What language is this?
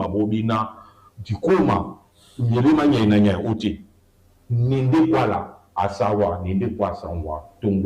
Duala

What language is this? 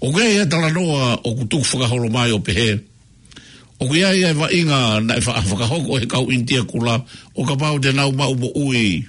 Tongan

